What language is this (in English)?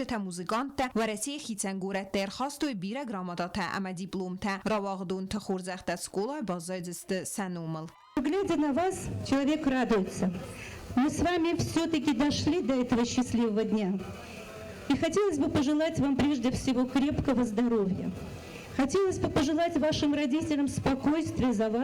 Ossetic